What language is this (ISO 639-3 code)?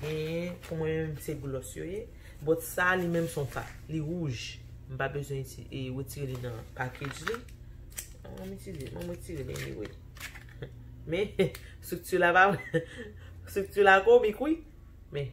hat